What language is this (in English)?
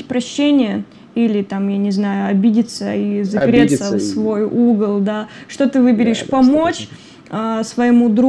Russian